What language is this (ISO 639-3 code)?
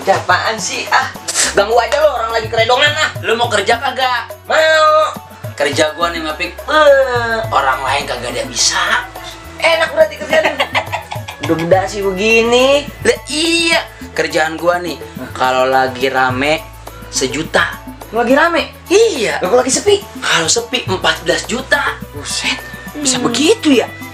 bew